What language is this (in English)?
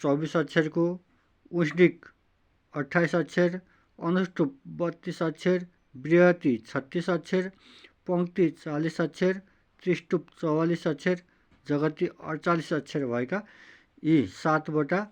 Nepali